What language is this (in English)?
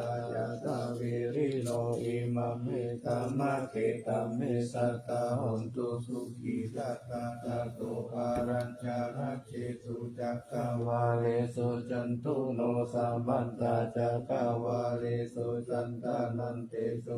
Pali